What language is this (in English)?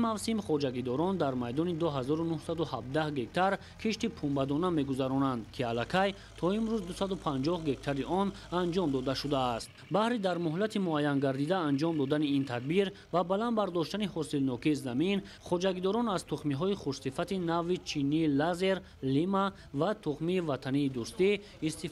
Tajik